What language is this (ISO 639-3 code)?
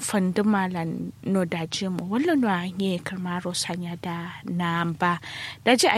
kau